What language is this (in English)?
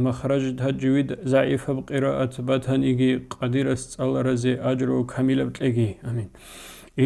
Avaric